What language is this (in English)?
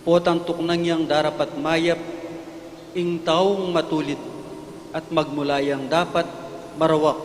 Pampanga